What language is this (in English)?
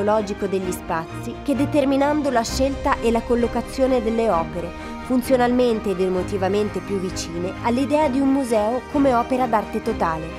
Italian